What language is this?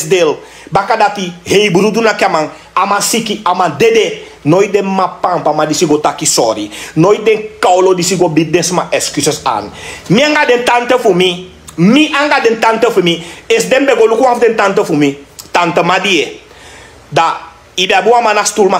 Sranan Tongo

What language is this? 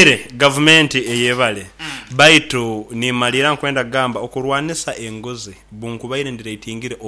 Nyoro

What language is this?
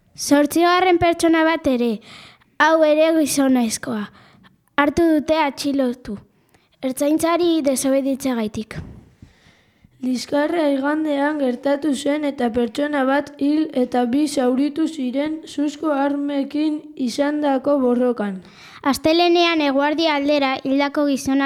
Basque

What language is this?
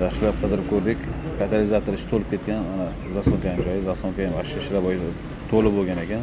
Uzbek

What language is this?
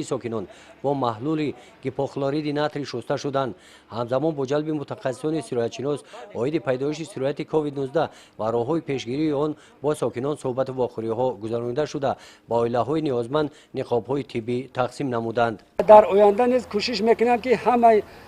Tajik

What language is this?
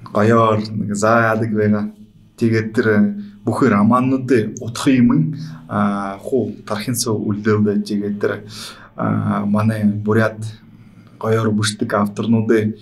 Buriat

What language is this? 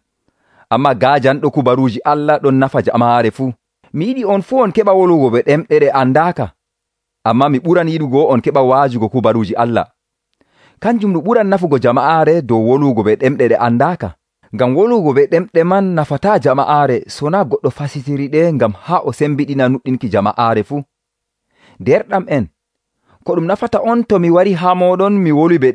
Nigerian Fulfulde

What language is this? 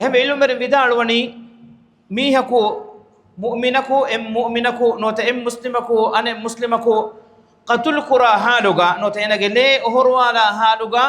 Divehi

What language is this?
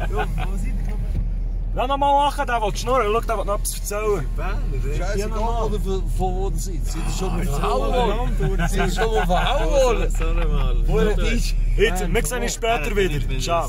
Swiss German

